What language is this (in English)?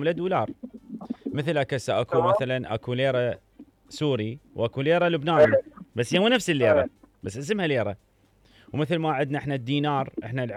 Mesopotamian Arabic